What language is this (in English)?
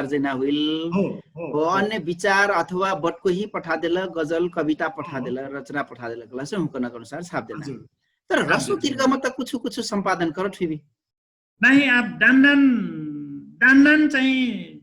Dangaura Tharu